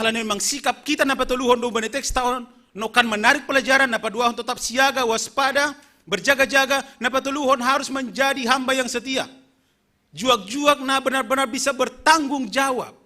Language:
Batak Simalungun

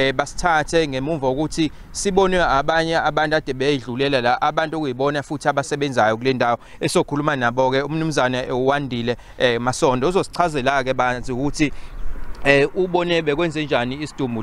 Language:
Zulu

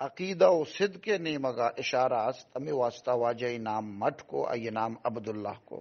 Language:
Baluchi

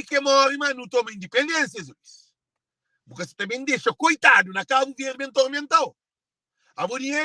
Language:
Kabuverdianu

